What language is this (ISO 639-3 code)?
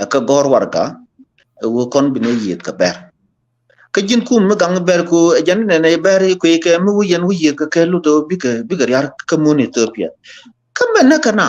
nus